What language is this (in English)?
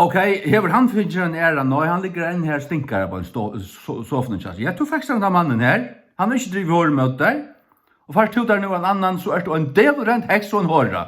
Faroese